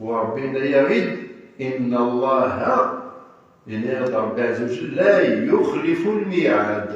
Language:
Kabyle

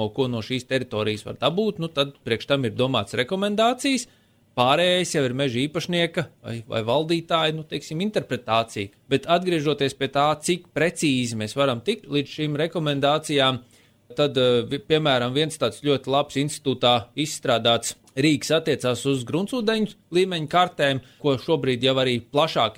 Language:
Latvian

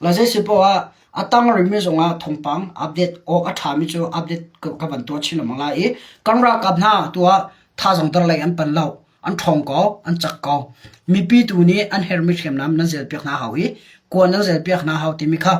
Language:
Hakha Chin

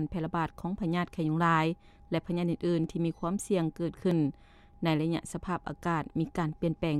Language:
Lao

